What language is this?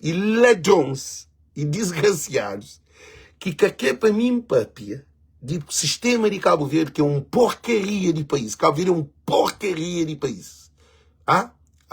Kabuverdianu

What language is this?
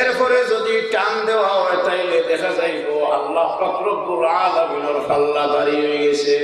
Sylheti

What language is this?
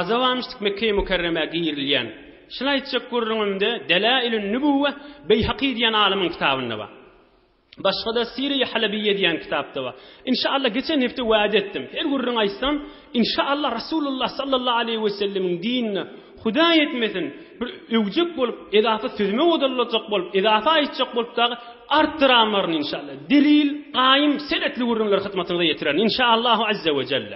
Turkmen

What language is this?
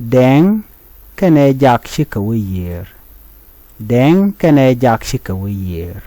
Nuer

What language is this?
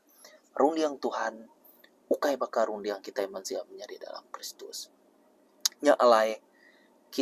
Iban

